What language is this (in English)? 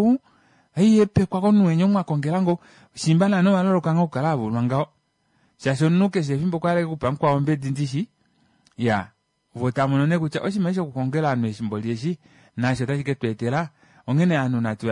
Kuanyama